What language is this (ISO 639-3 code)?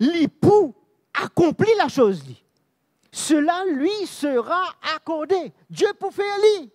mfe